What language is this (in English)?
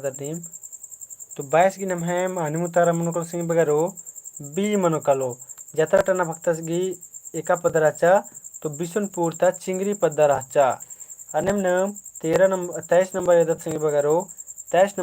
Kurukh